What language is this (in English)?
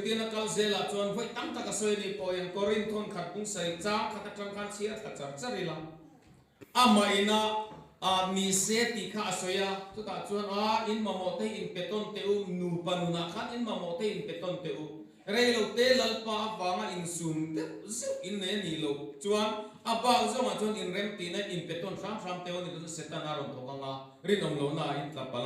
Mizo